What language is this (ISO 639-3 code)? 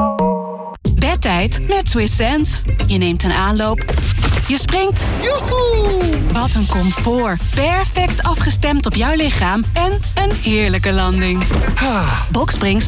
nld